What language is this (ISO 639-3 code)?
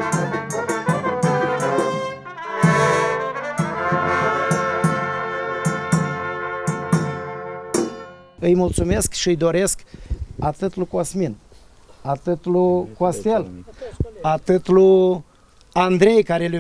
ron